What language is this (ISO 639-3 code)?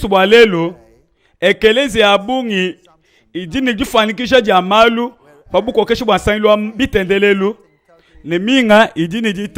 lua